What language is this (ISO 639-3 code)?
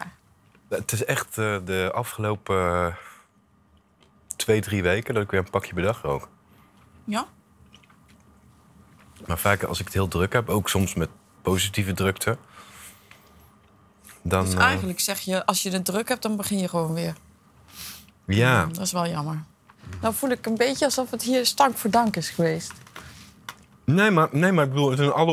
nld